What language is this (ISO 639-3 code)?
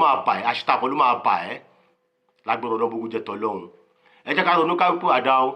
yor